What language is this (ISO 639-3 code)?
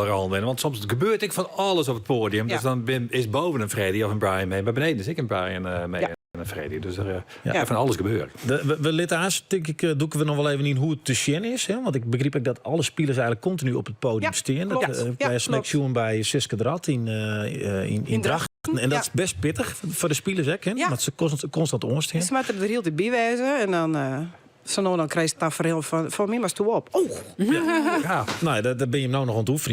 fry